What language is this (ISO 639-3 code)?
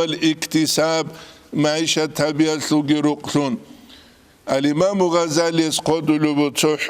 ava